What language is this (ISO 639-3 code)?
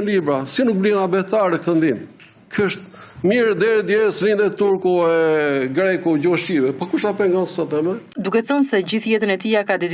sqi